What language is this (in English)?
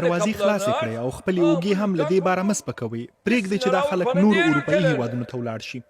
Pashto